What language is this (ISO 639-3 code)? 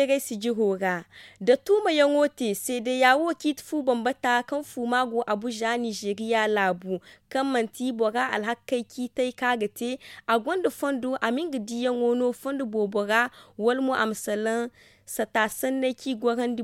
dje